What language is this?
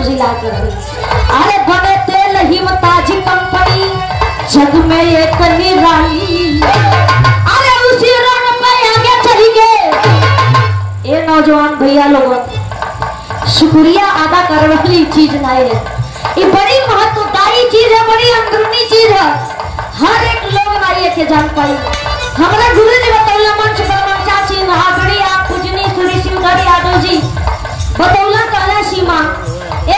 Bhojpuri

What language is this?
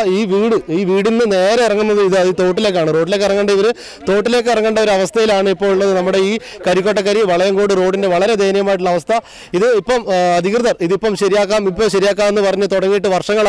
Malayalam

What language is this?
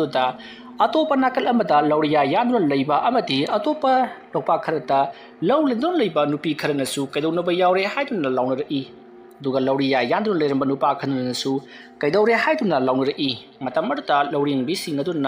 Manipuri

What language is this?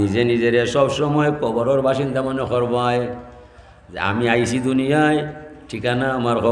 Sylheti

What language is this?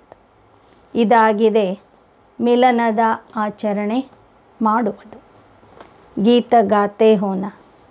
Kannada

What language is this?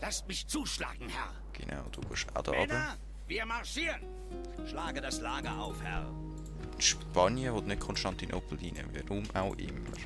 Swiss German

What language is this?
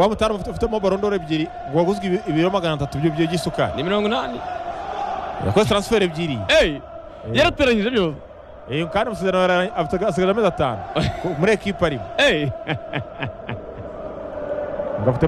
Kinyarwanda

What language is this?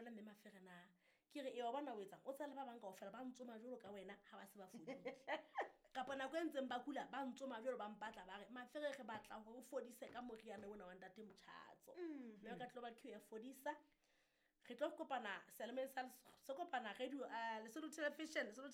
Southern Sotho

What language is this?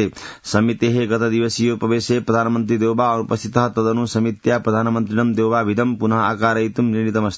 Sanskrit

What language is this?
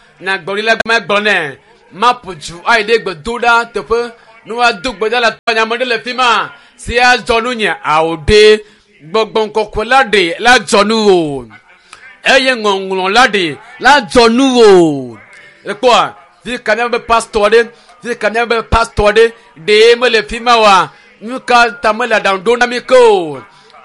Ewe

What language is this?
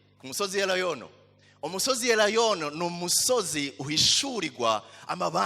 Rundi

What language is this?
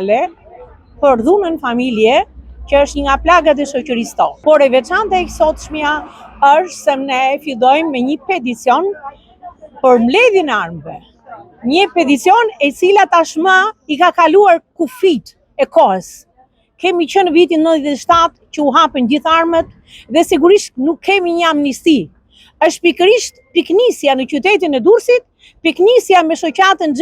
Albanian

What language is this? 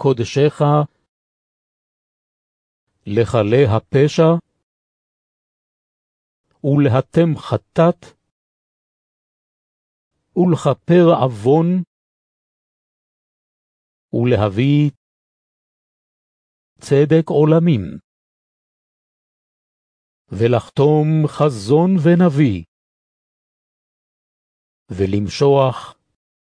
Hebrew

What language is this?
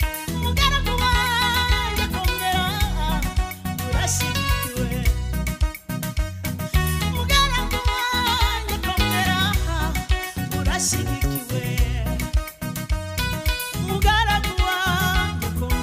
Kinyarwanda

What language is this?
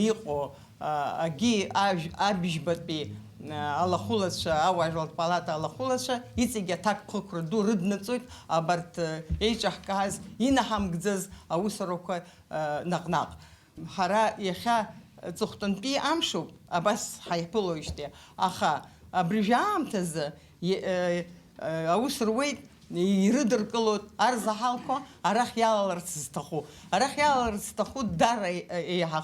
Abkhazian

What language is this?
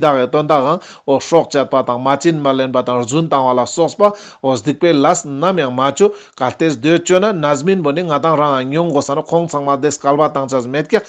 Ladakhi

